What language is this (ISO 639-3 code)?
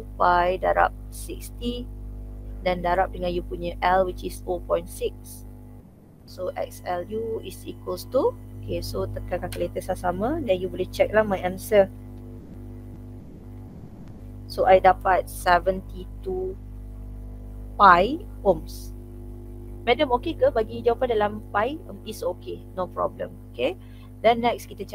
msa